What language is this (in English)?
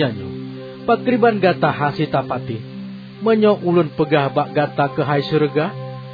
Achinese